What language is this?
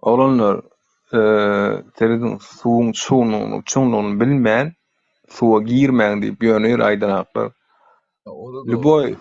Turkmen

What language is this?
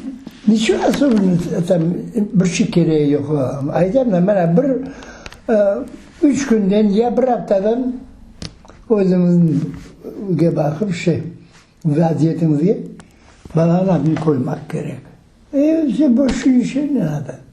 Crimean Tatar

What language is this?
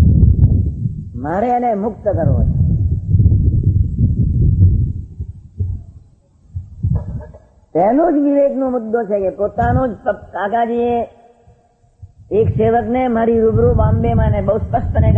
Gujarati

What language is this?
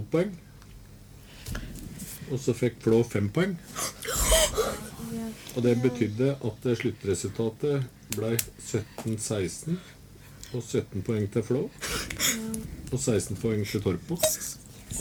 Norwegian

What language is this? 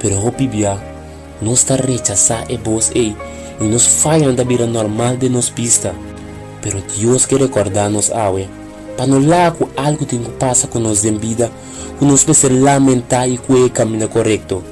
Papiamento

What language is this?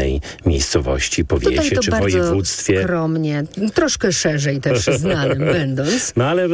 Polish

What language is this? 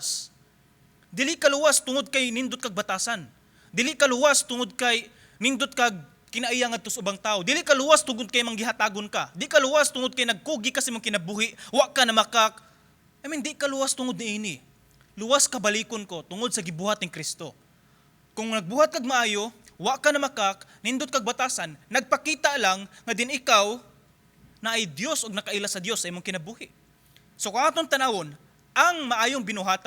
Cebuano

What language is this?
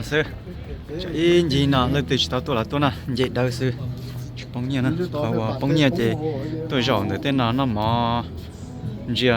Hmong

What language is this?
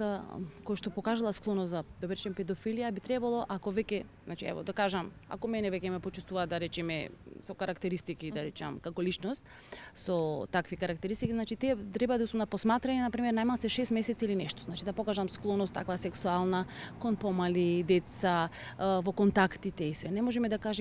Macedonian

